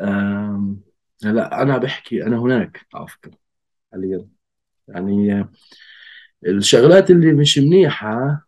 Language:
North Levantine Arabic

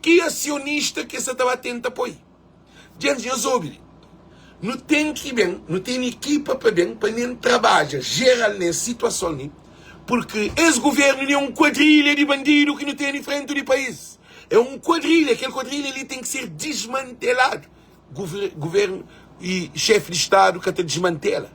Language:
Kabuverdianu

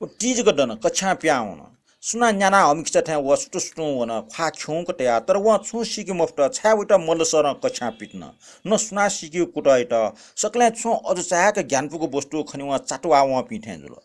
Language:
Newari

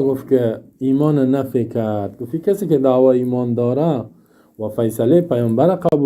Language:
Persian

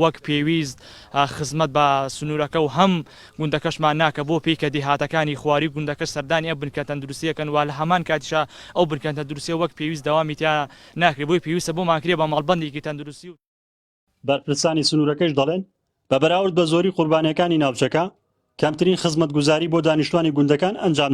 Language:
Central Kurdish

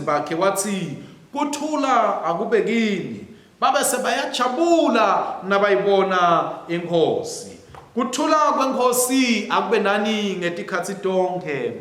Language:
Swati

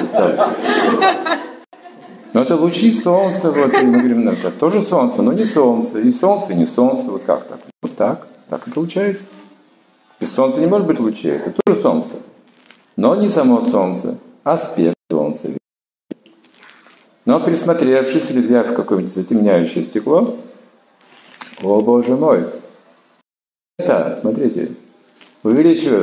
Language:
Russian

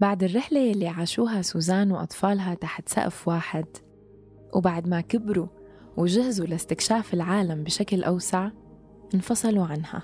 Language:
North Levantine Arabic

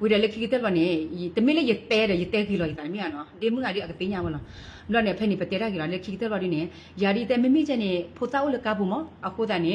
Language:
S'gaw Karen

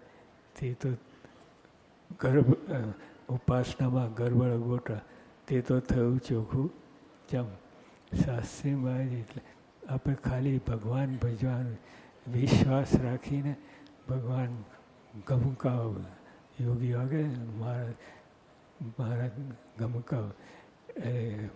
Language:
Gujarati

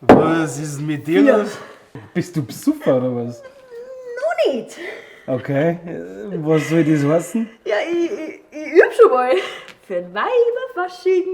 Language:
Bavarian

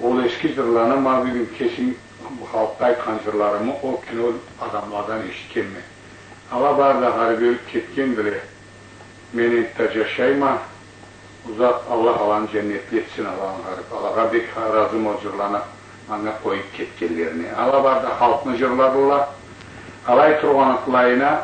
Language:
Karachay-Balkar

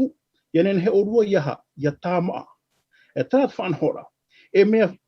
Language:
Tahitian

